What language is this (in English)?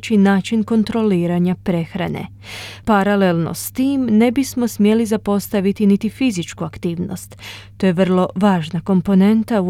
Croatian